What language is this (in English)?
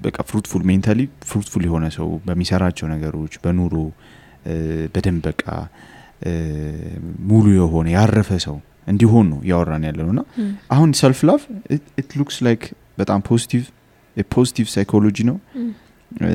Amharic